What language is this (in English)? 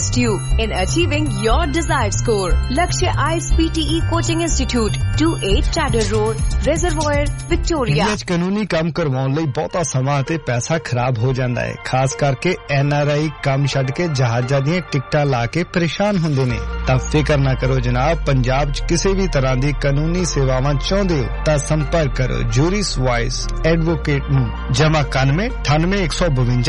Punjabi